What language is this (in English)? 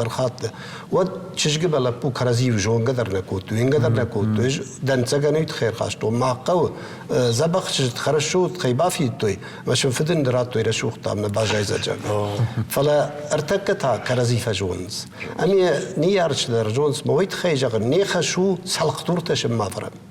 Ossetic